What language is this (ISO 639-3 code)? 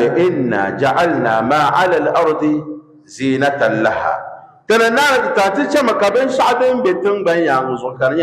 dag